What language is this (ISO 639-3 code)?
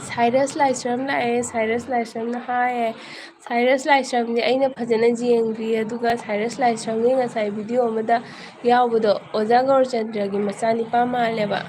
mni